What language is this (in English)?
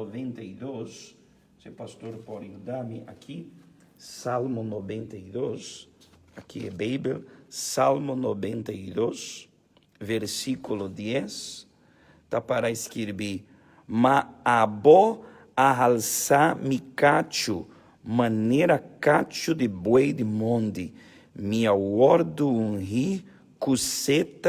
Papiamento